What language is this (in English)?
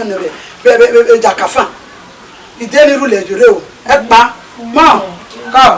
Bini